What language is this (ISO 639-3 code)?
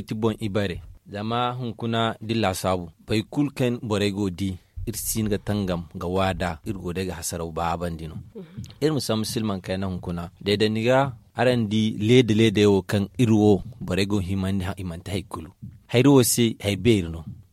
dje